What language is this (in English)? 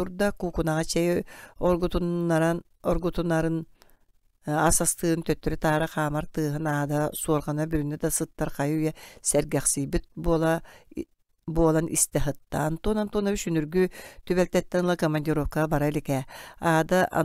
Yakut